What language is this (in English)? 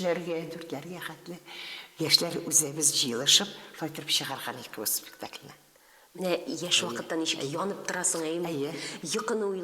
Tatar